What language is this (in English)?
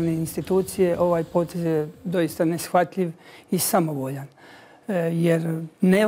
Bosnian